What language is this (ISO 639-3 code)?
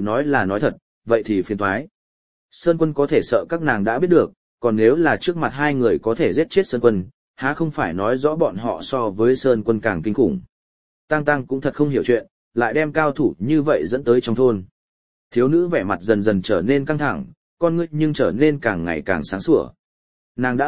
vie